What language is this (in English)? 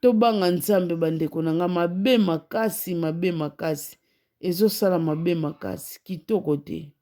Lingala